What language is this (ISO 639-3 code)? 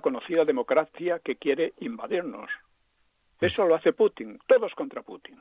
spa